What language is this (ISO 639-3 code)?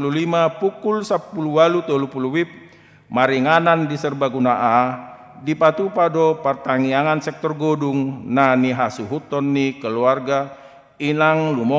bbc